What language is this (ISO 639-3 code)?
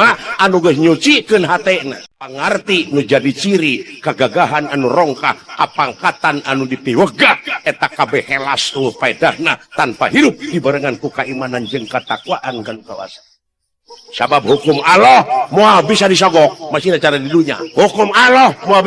sun